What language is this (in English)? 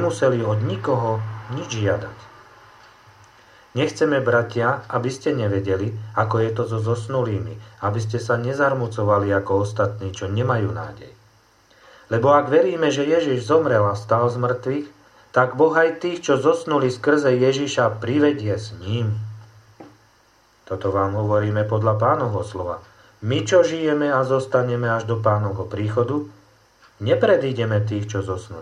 Slovak